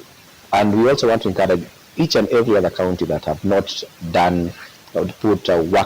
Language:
Kamba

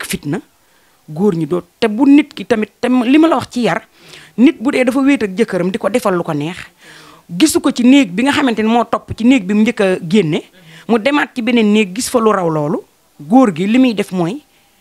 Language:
Wolof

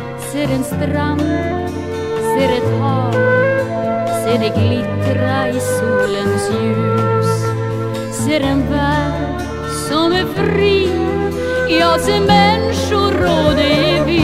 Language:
Swedish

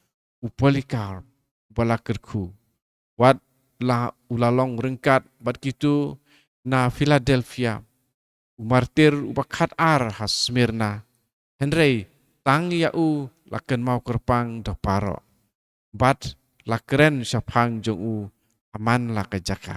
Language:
Khasi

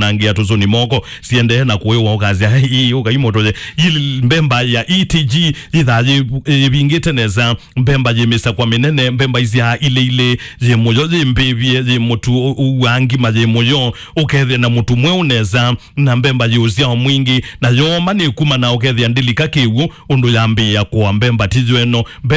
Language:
Kamba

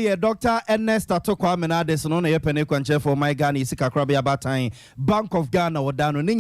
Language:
Akan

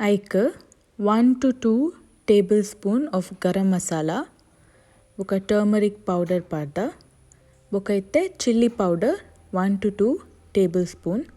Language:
Tulu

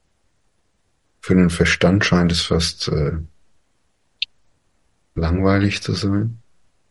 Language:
German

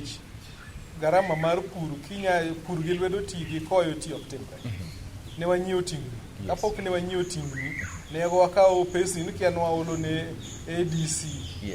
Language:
Luo (Kenya and Tanzania)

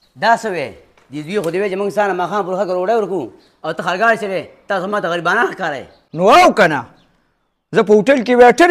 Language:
Pashto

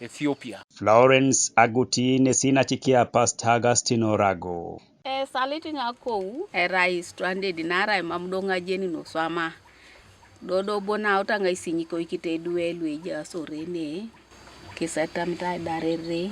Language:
Teso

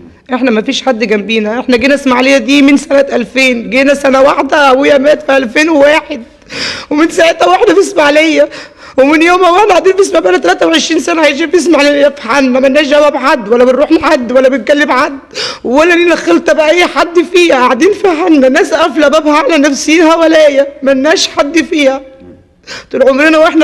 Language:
Egyptian Arabic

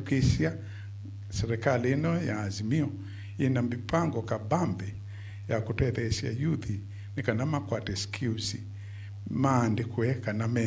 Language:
Kamba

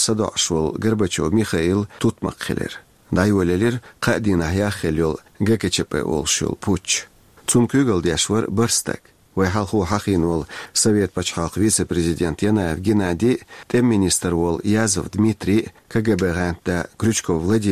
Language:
Chechen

